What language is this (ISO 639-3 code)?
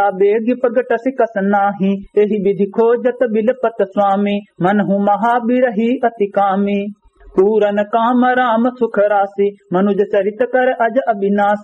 awa